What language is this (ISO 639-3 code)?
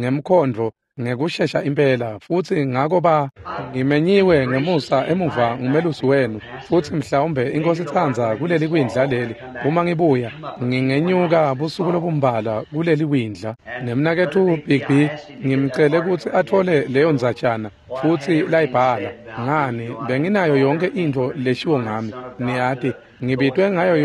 ssw